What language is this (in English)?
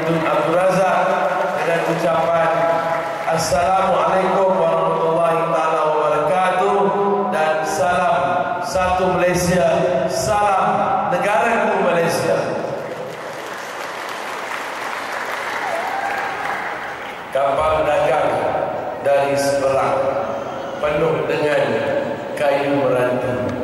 Malay